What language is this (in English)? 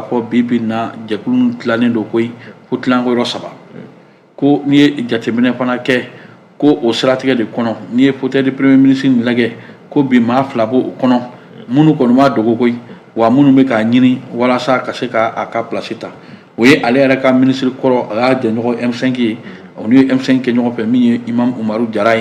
Bambara